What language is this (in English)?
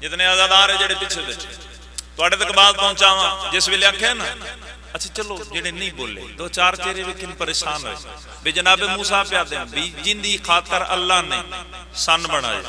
Pahari-Potwari